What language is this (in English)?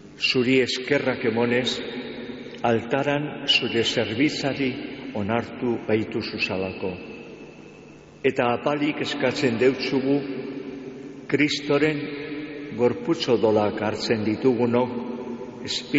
Basque